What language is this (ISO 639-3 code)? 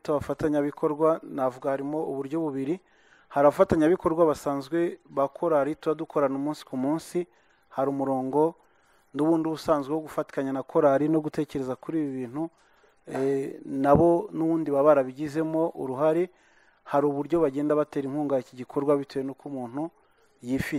kin